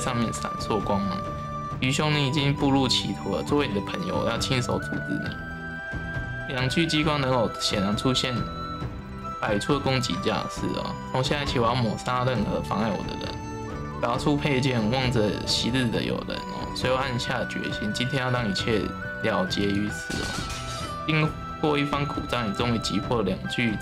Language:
Chinese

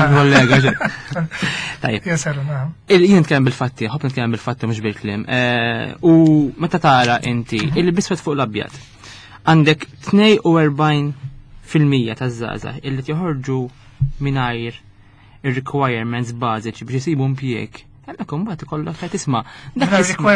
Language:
Maltese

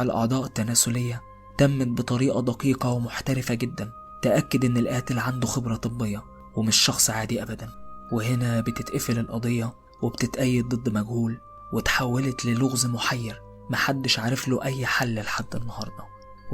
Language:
Egyptian Arabic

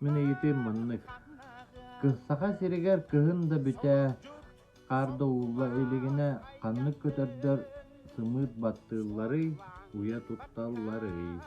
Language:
Yakut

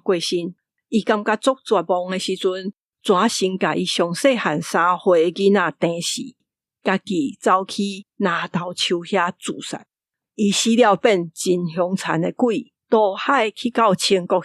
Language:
Min Nan Chinese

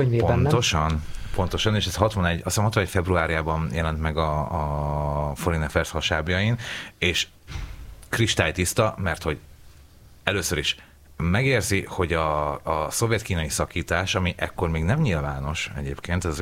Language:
Hungarian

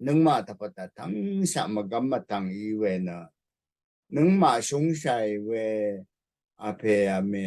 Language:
Rawang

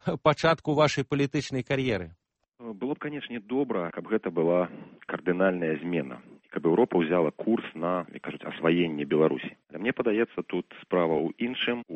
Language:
Belarusian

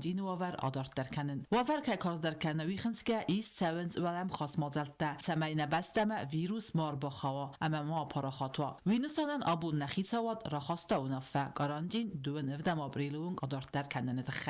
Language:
Ossetic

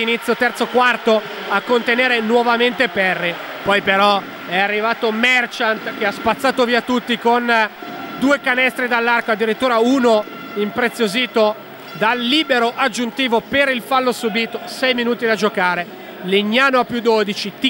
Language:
Italian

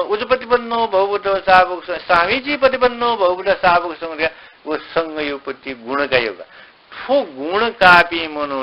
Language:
Newari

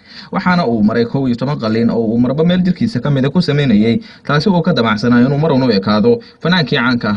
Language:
Somali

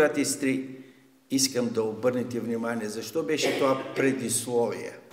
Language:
Bulgarian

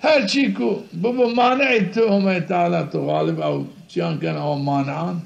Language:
Zaza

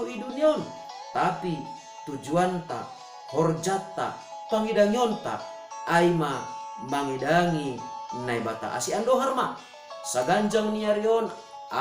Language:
Batak Simalungun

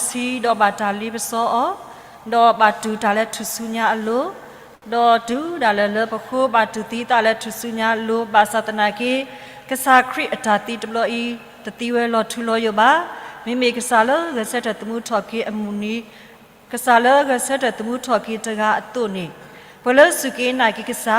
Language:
S'gaw Karen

